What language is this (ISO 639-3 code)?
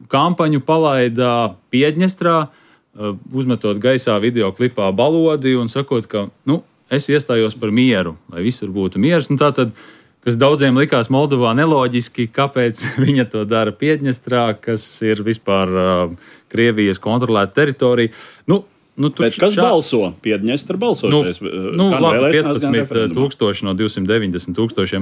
lav